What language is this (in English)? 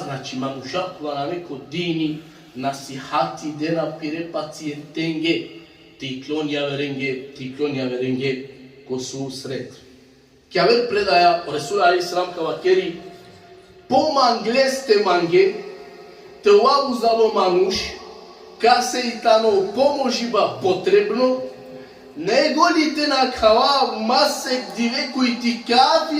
Balkan Romani